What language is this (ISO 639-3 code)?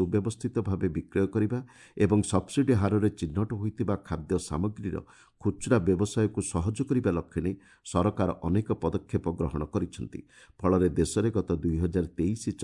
ori